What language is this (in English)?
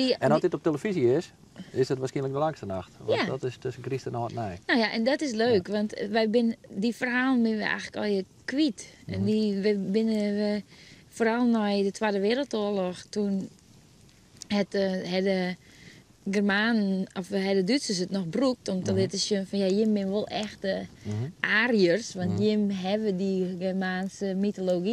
Western Frisian